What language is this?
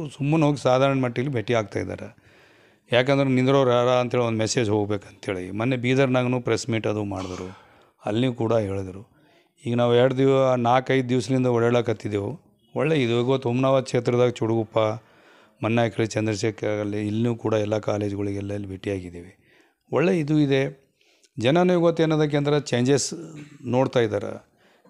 Kannada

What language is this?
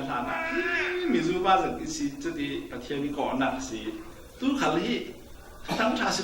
Falam Chin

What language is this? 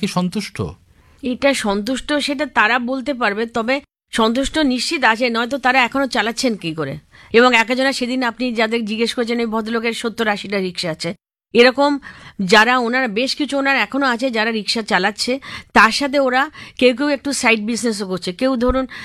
Bangla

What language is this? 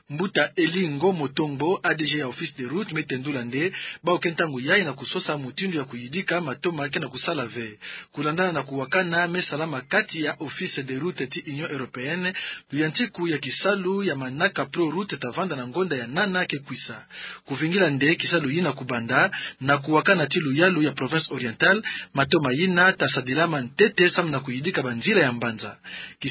Kituba (Democratic Republic of Congo)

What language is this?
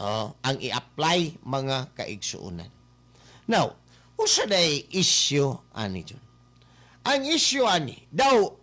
Cebuano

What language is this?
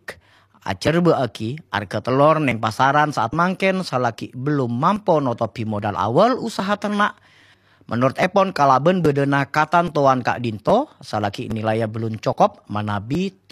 Madurese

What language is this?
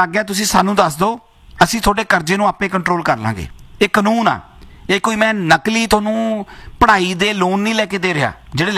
Punjabi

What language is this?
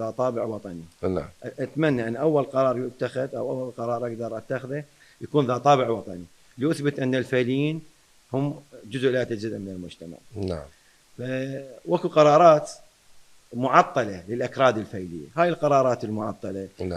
Mesopotamian Arabic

